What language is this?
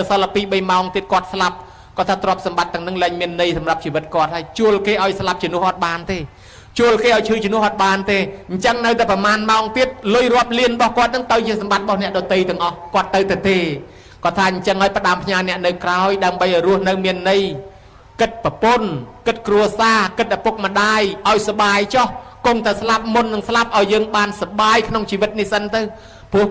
Khmer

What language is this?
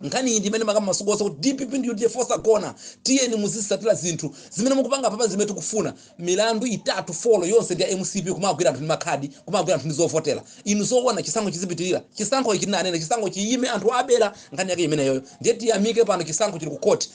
Nyanja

